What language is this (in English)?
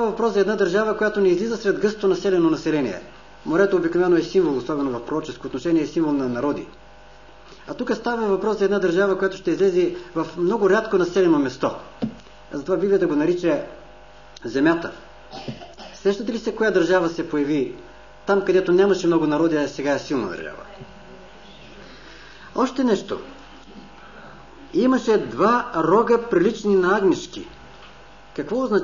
Bulgarian